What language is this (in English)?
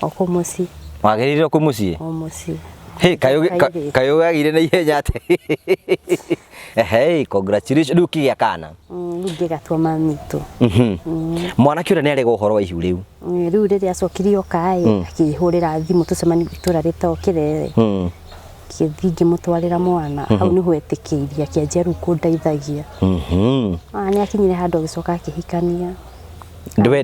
Kikuyu